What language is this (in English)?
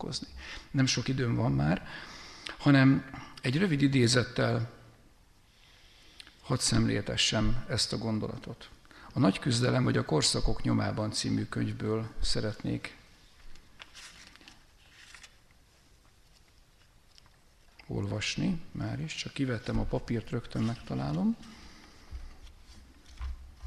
Hungarian